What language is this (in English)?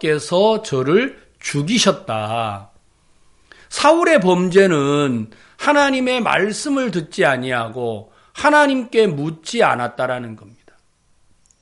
Korean